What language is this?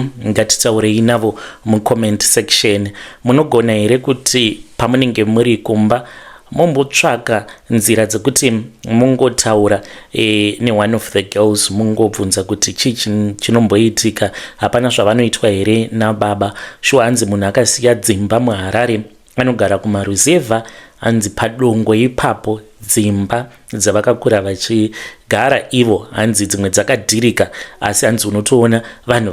Shona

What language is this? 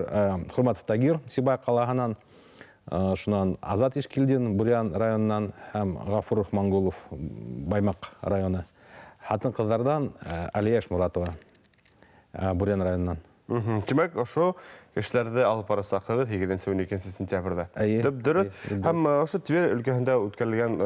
Bashkir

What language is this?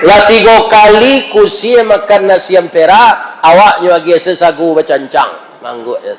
Minangkabau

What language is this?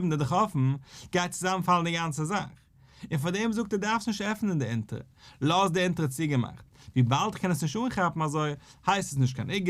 Yiddish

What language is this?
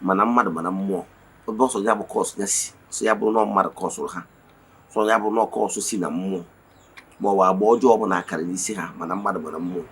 Igbo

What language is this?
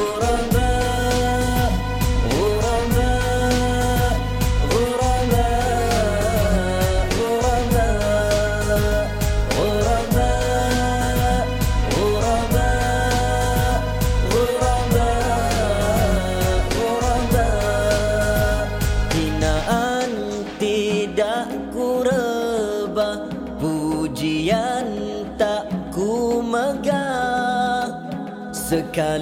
Malay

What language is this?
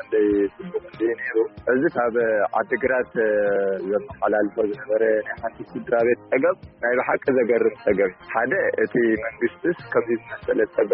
Tigrinya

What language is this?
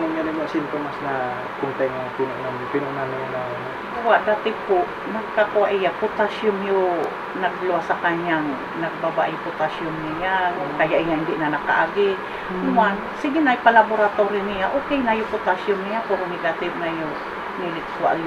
Bikol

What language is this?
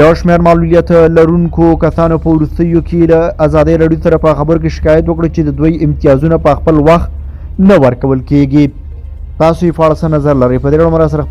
Pashto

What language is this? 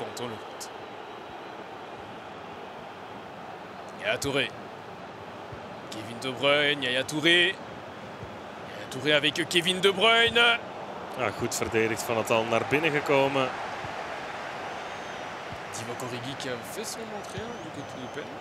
Dutch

